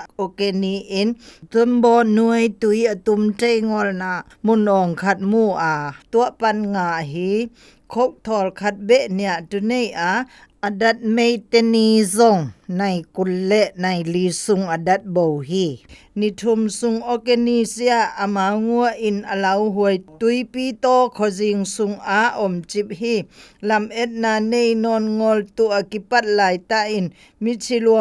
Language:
Zou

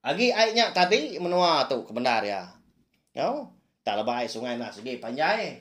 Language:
Iban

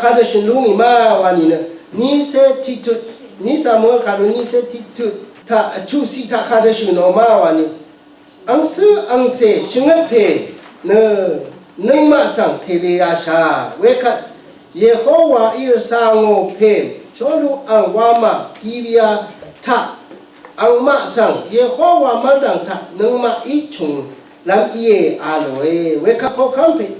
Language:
Rawang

